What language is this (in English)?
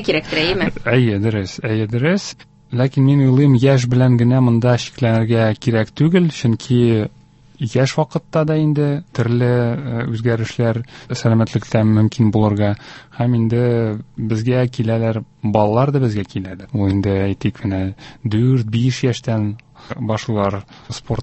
Tatar